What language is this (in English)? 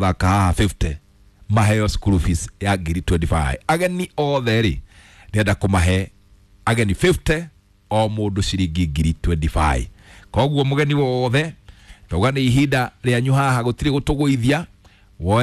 Kikuyu